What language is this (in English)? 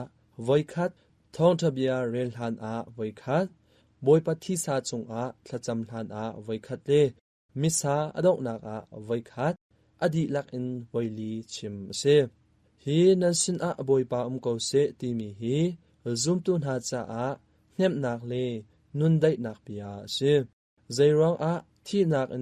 Hakha Chin